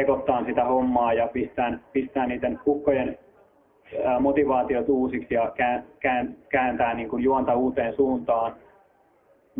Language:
Finnish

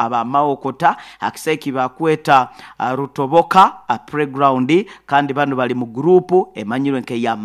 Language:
Nyoro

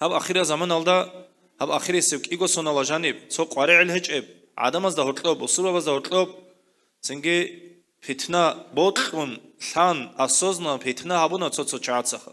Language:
Avaric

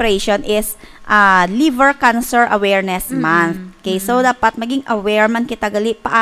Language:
Hiligaynon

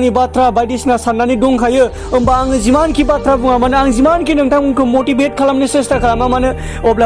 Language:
Bodo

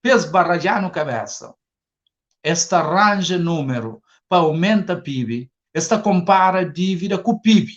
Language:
Kabuverdianu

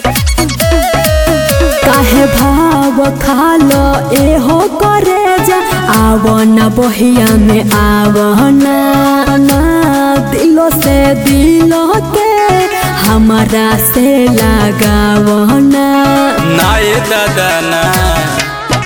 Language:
Bhojpuri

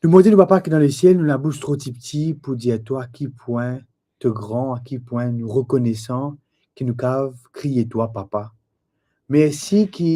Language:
Morisyen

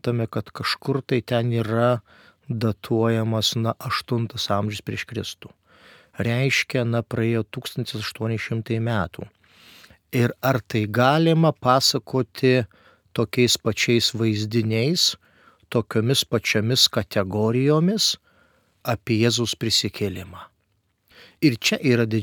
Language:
Lithuanian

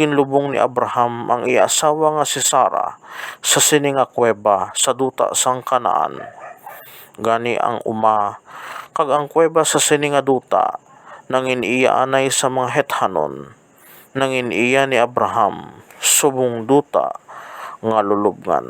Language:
Hiligaynon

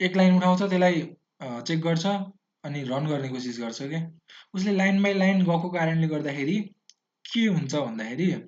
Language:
Nepali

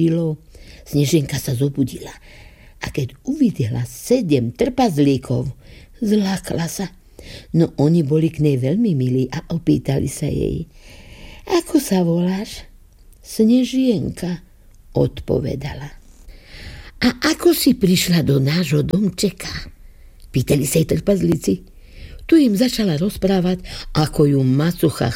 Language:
Slovak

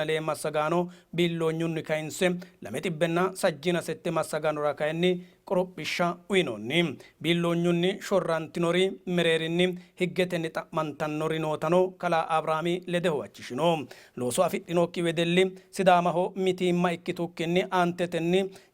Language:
Sidamo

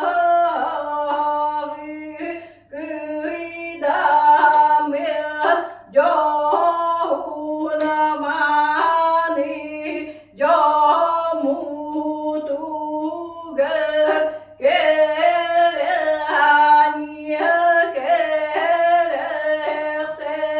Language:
Yakut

